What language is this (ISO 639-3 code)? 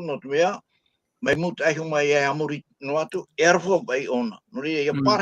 tah